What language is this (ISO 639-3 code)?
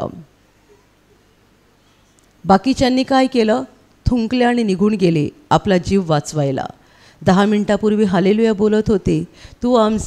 mar